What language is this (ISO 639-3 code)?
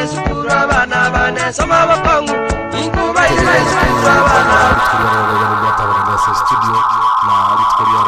guz